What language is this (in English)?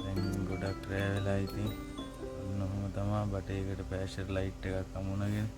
Sinhala